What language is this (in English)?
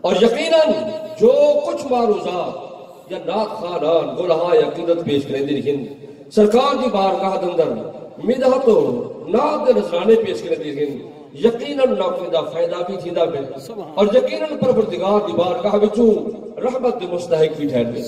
Western Panjabi